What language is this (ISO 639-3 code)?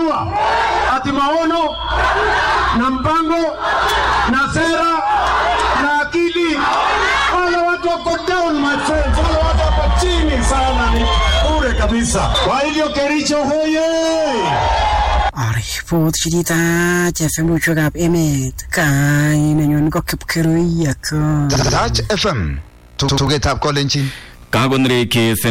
swa